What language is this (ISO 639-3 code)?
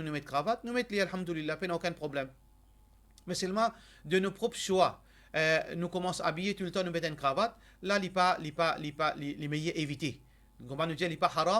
mfe